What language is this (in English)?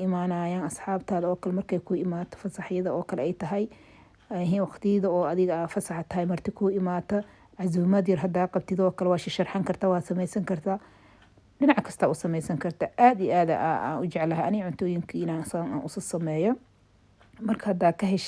Somali